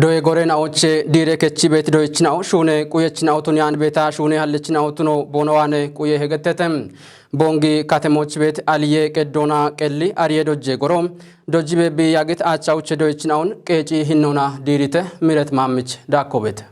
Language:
Kafa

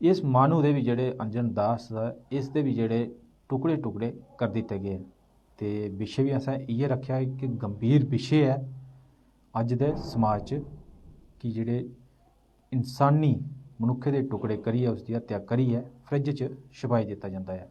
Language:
Dogri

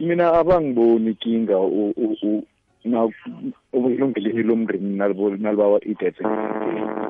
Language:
South Ndebele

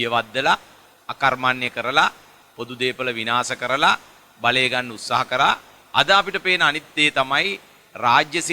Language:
Sinhala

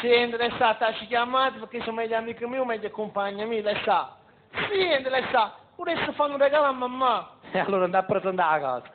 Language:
Neapolitan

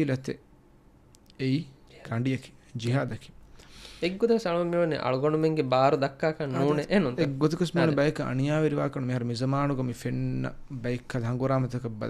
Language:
Divehi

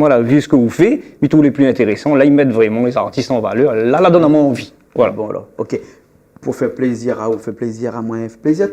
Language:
Réunion Creole French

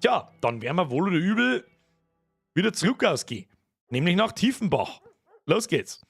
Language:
Bavarian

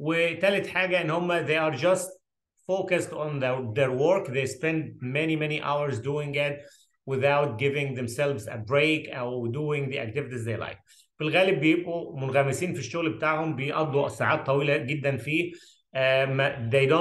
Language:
Egyptian Arabic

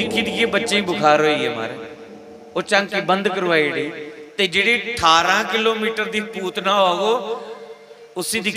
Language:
Dogri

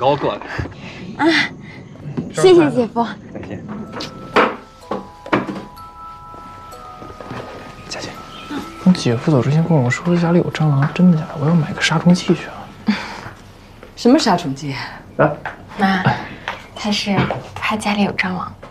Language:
Chinese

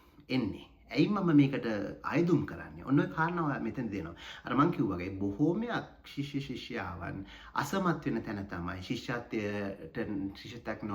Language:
Sinhala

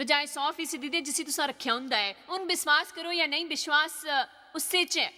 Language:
Dogri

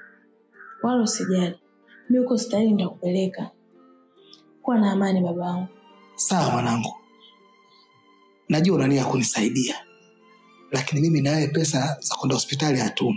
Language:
Swahili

